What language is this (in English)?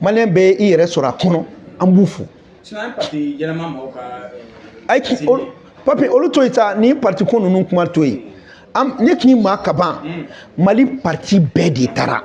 Bambara